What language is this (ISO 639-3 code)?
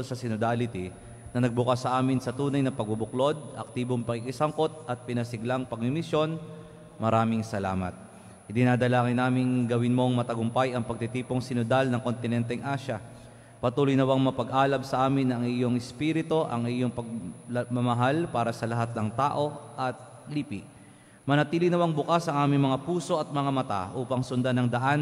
fil